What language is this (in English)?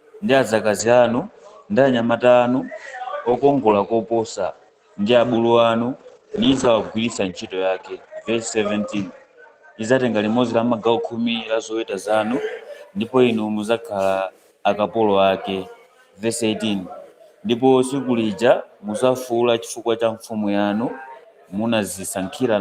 Nyanja